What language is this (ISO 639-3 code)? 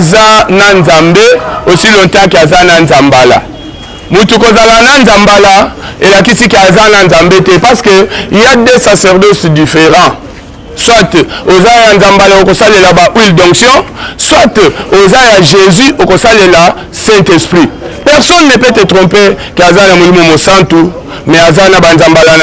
lin